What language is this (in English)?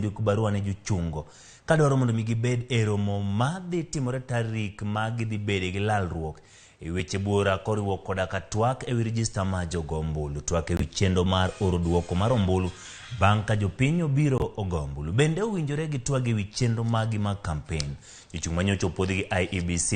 Luo (Kenya and Tanzania)